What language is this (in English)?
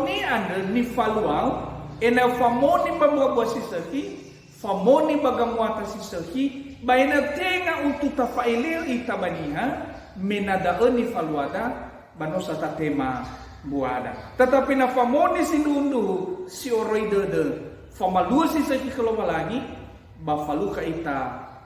Nias